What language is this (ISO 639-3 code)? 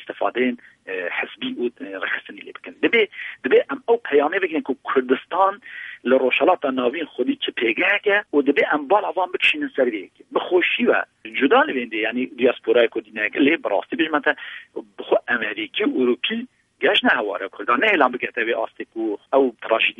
kur